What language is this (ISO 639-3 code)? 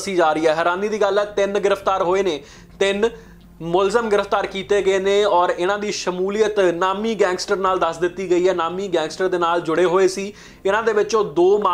pan